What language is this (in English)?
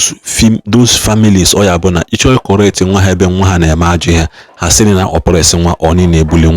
Igbo